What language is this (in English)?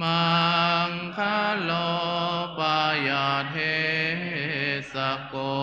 Pali